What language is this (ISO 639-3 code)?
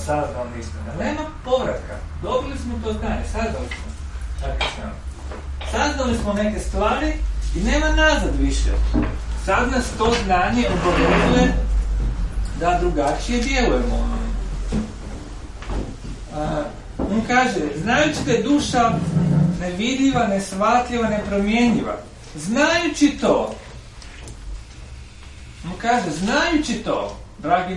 hrv